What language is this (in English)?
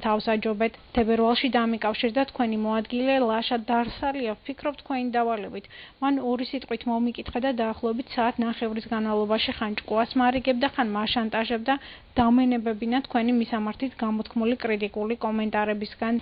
Georgian